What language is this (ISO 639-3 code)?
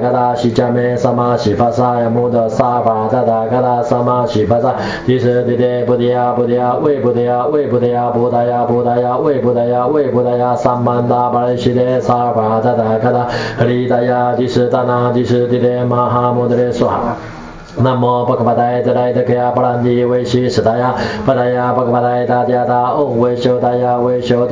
san